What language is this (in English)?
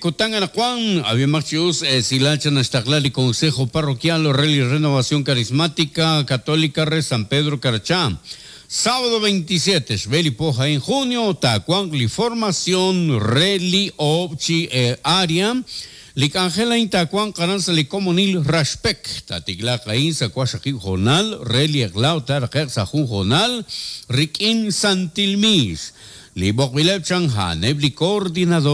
Kekchí